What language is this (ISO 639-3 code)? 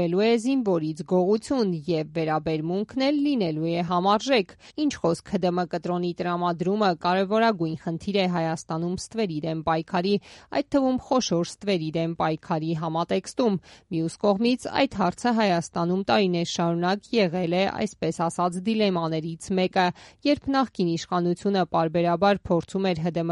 hye